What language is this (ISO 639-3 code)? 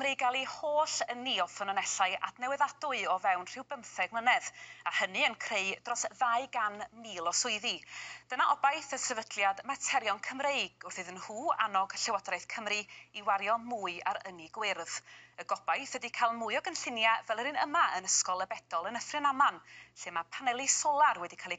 cym